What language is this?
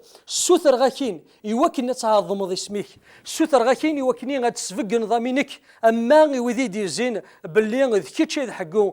Kabyle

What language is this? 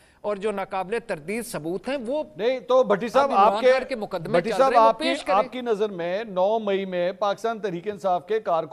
Urdu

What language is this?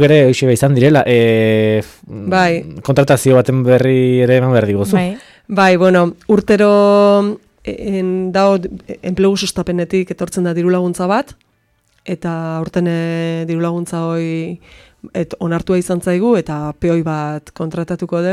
Basque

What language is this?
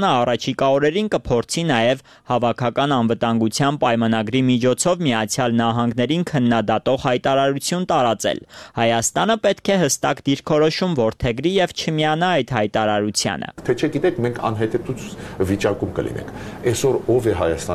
Armenian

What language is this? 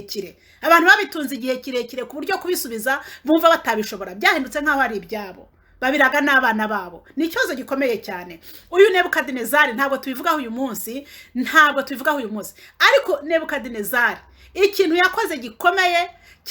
Kinyarwanda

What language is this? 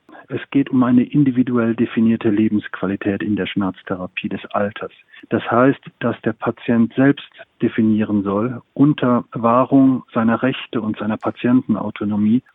German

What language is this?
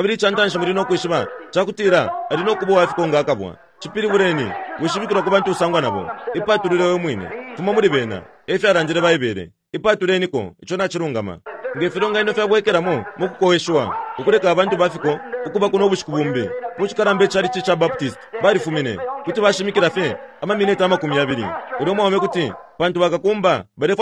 Bemba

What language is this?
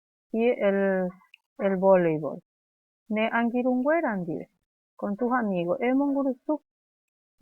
Guarani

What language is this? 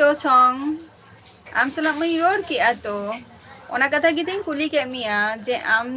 Santali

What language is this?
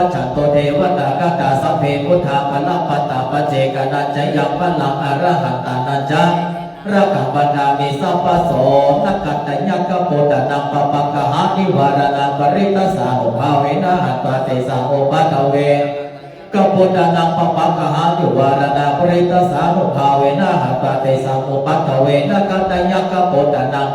Pali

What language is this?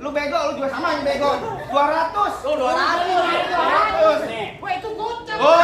Betawi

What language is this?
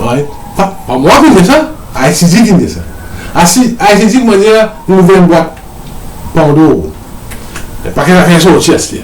Morisyen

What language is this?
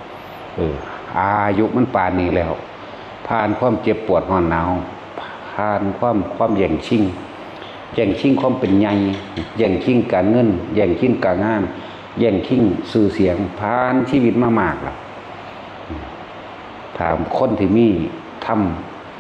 Northeastern Thai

